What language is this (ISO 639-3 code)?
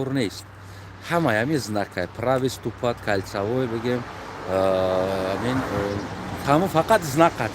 tgk